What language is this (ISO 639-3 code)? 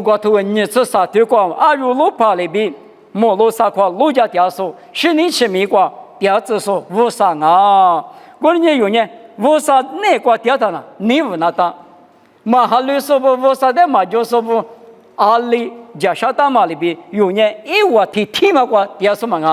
lis